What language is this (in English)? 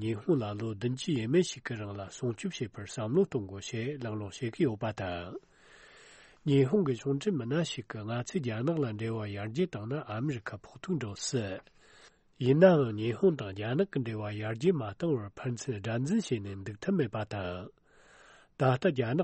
Tibetan